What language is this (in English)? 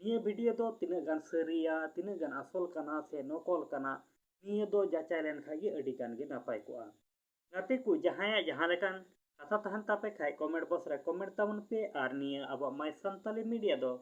Santali